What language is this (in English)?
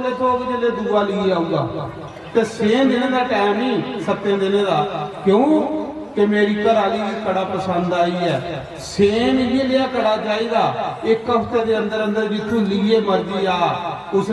Dogri